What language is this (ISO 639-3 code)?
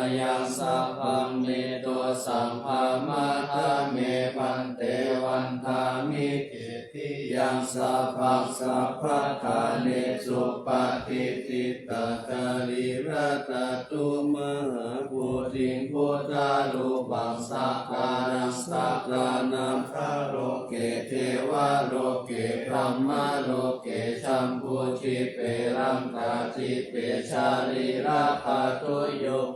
pli